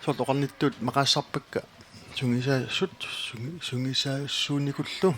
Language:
Kalaallisut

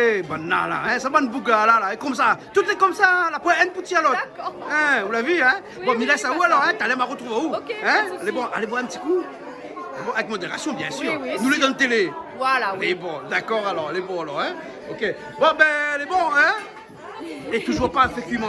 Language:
Réunion Creole French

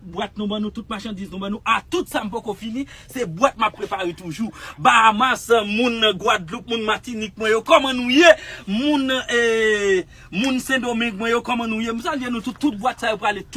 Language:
Haitian Creole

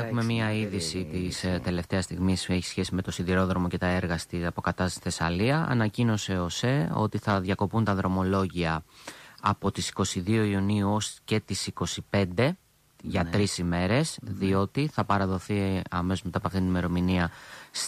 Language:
Greek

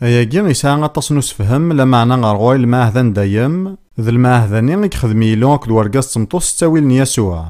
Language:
Kabyle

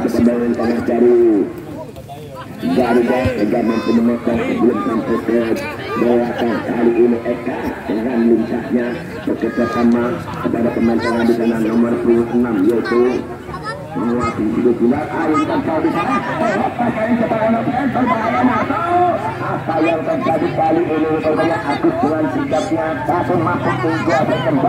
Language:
Indonesian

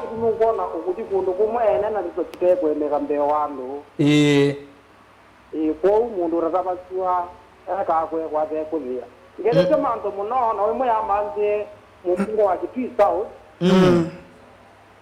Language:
Kamba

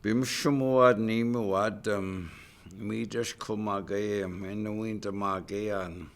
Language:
Chippewa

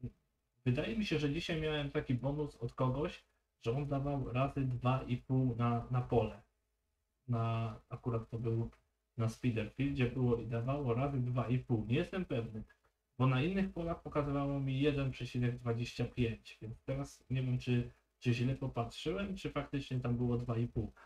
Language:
Polish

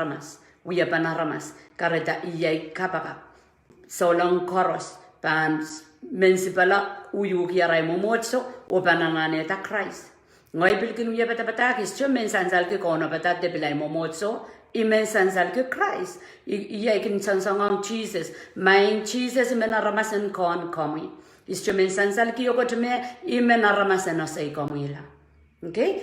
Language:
Pohnpeian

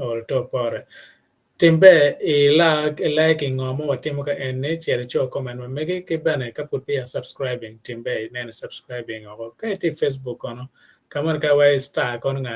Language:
Acoli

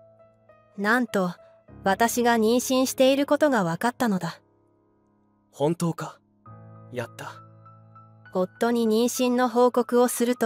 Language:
Japanese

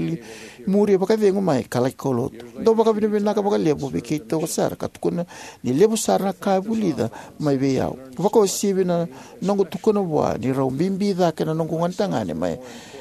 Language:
Fijian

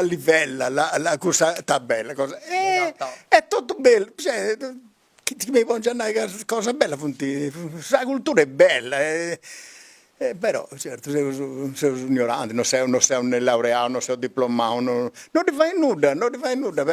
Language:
Sardinian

